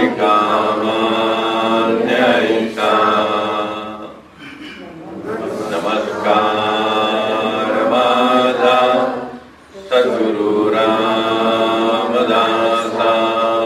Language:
Marathi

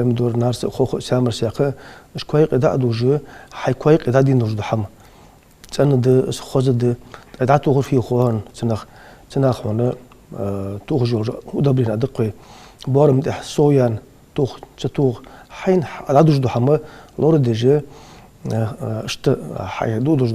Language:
Ingush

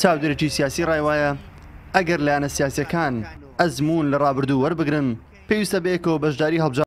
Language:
Central Kurdish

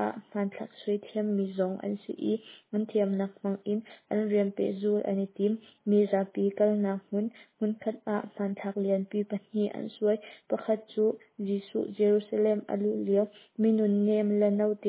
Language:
Hakha Chin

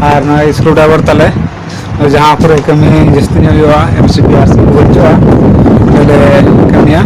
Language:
Santali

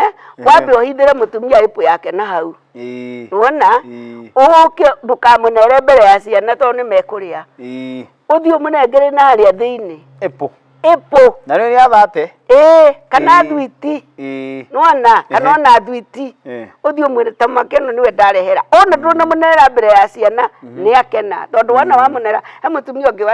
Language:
Kikuyu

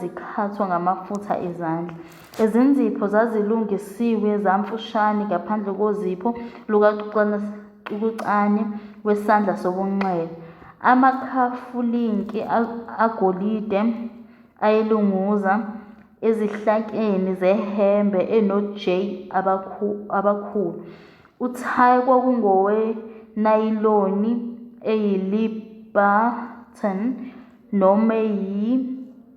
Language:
Zulu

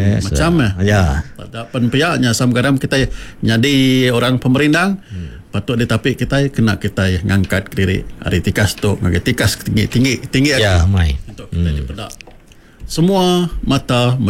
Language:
Iban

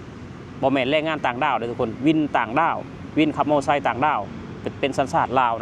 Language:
Lao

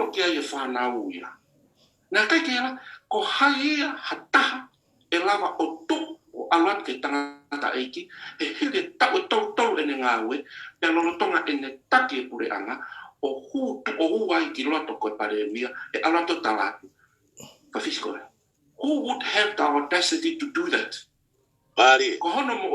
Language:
Tongan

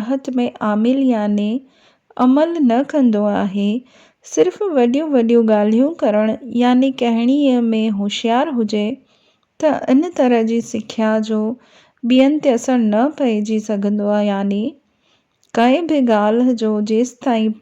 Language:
Sindhi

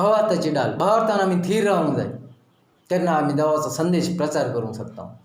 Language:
Konkani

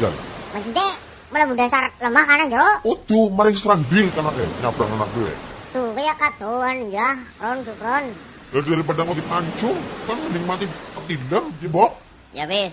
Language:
Javanese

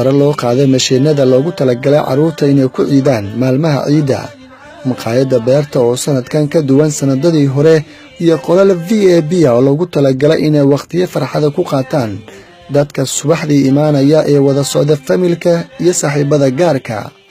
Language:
Somali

